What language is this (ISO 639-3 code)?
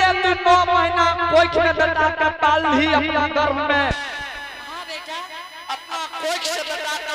anp